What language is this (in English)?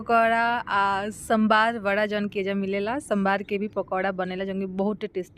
Bhojpuri